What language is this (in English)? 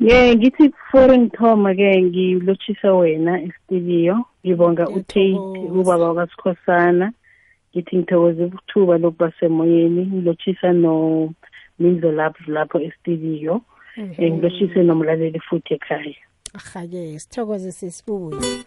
South Ndebele